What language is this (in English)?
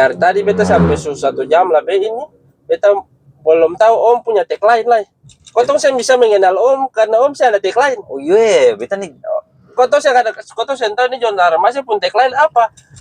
Ambonese Malay